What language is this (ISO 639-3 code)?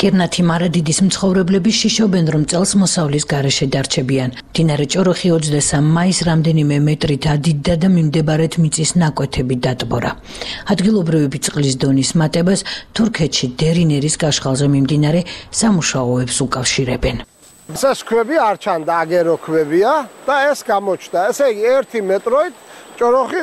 kat